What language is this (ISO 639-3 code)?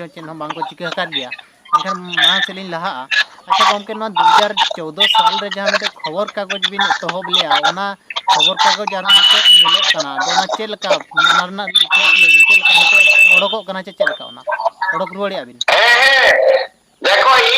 sat